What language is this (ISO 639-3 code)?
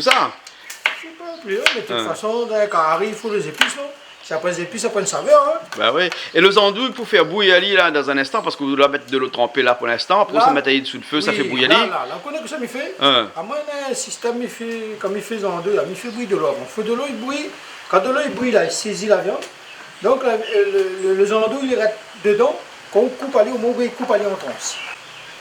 rcf